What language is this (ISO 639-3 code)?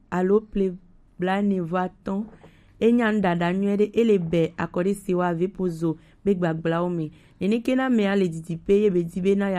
gej